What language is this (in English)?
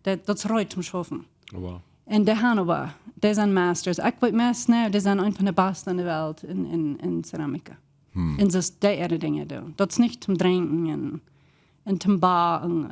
Plautdietsch